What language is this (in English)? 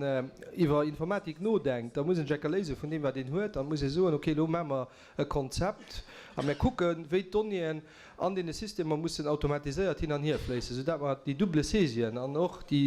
Luxembourgish